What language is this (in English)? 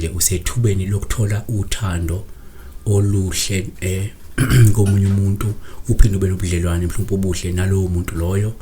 Zulu